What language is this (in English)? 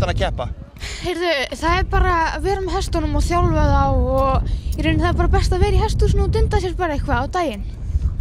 Icelandic